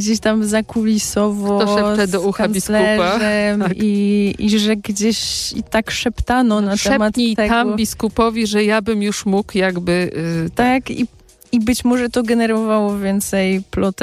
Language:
Polish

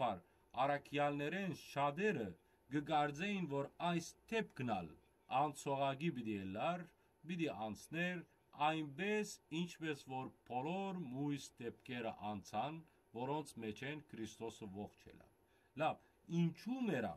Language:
Western Armenian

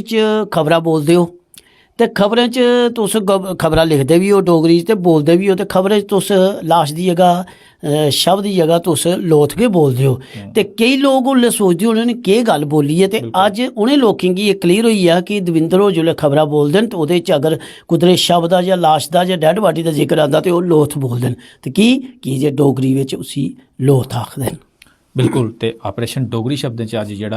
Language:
Dogri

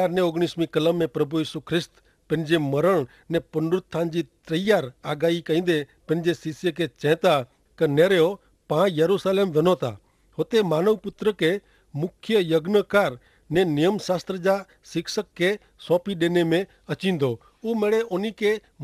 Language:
Kachhi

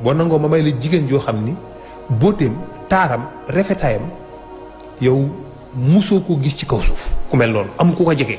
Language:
Wolof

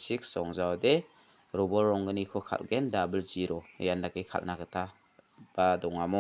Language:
Garo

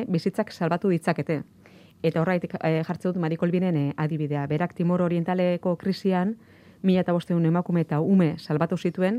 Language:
Basque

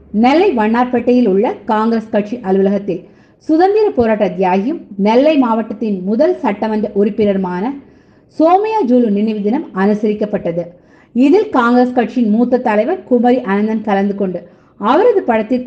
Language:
Tamil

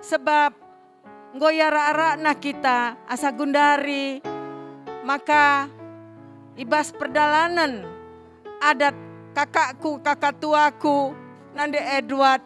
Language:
Batak Karo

